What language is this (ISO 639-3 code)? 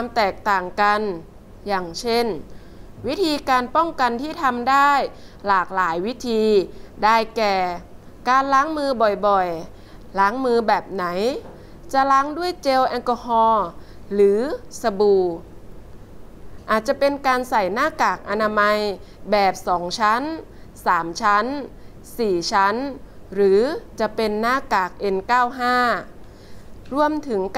tha